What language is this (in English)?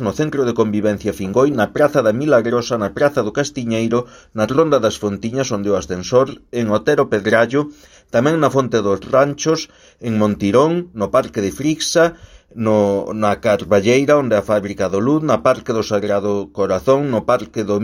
Galician